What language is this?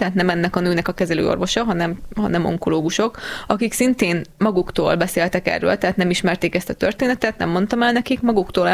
Hungarian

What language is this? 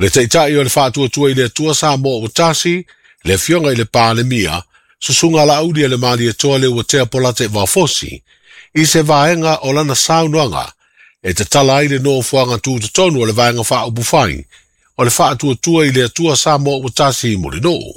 Samoan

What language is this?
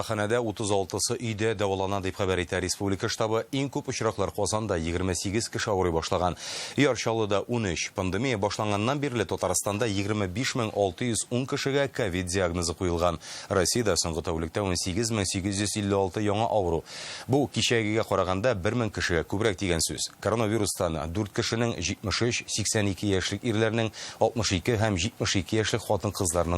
Tatar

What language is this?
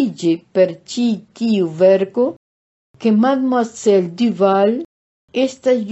Esperanto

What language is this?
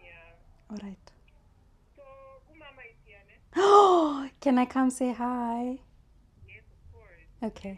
Tswana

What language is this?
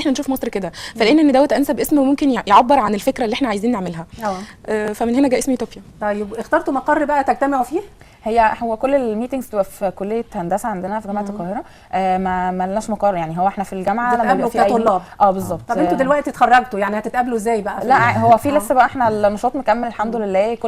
Egyptian Arabic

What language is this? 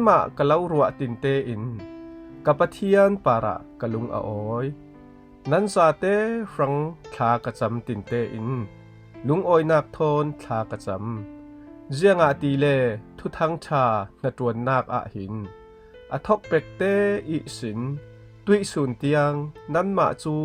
Falam Chin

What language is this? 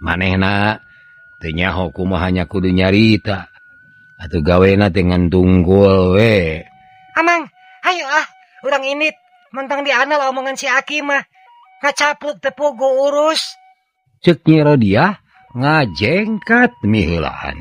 Sundanese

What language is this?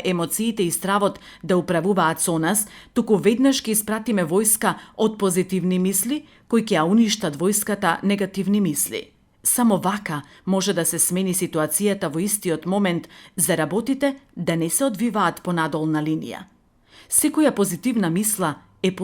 Macedonian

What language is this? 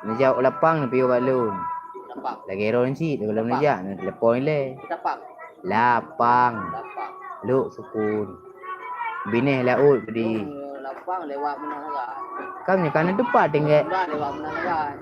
Achinese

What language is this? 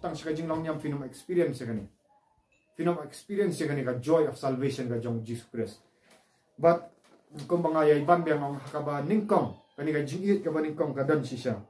Khasi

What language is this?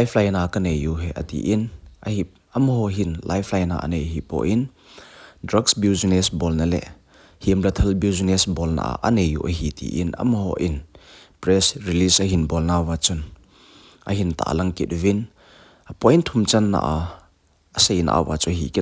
Thado Chin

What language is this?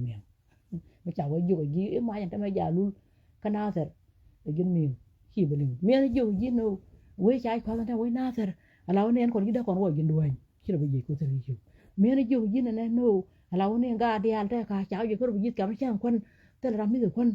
Nuer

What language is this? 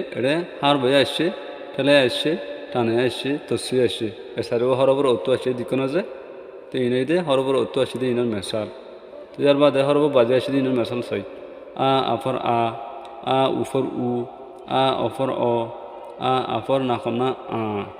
Rohingya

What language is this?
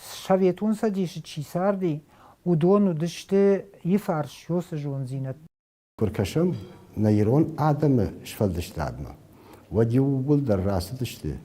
Ossetic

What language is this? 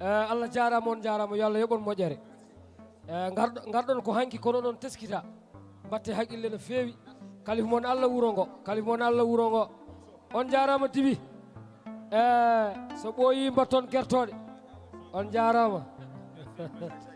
Fula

